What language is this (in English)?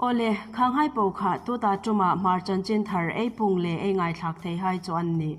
Hmar